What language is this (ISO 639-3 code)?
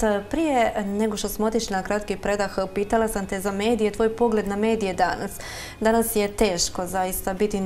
hrv